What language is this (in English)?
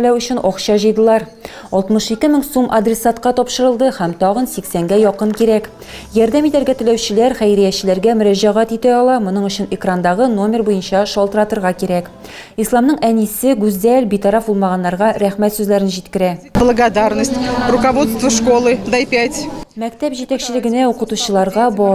Tatar